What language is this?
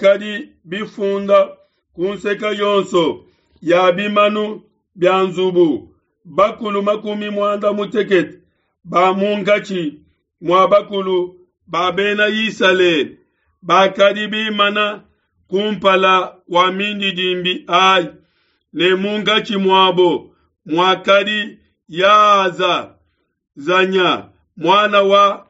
Luba-Lulua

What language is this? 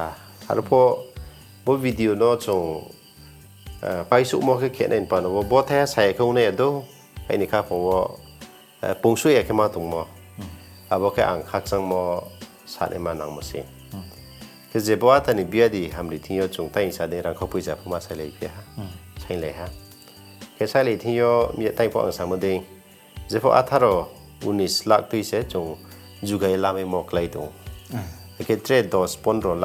Riang (India)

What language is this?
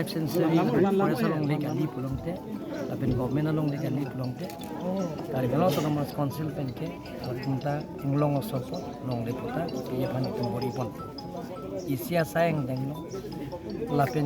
Karbi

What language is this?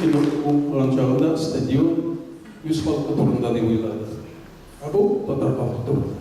Tatar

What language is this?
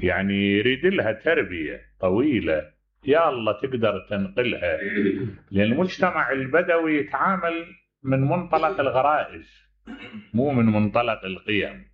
Mesopotamian Arabic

